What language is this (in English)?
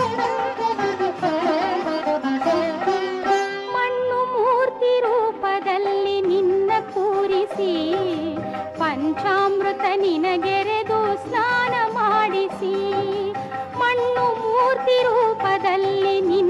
Kannada